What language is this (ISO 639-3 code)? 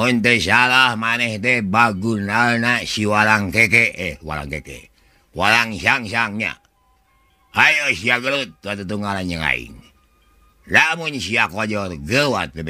sun